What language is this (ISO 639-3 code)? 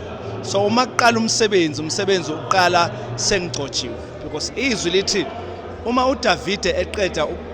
zul